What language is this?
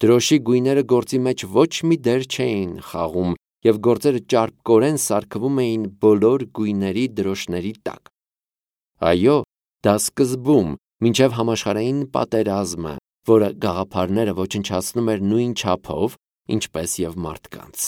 Armenian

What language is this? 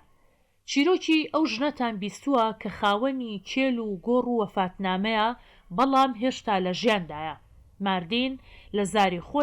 Central Kurdish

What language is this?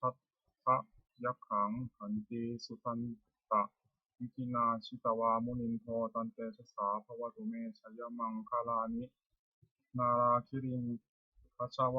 Pali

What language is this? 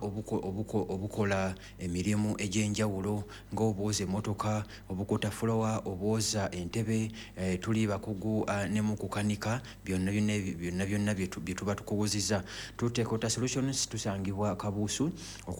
Ganda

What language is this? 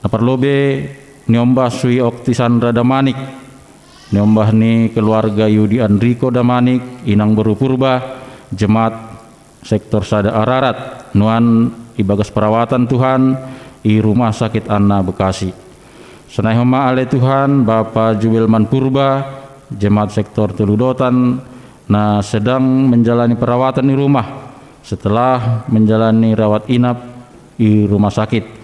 Batak Simalungun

